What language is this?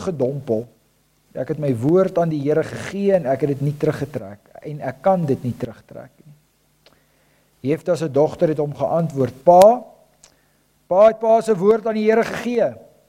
Afrikaans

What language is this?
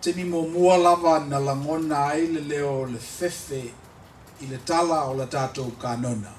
Samoan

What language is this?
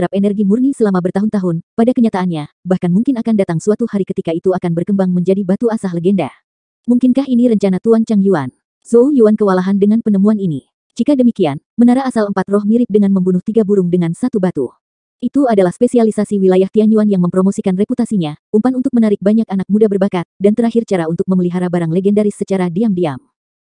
Indonesian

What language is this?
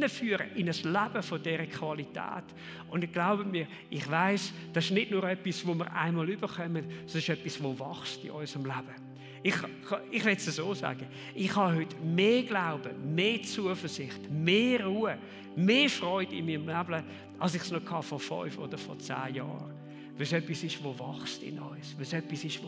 Swiss German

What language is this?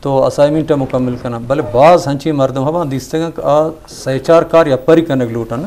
Eastern Balochi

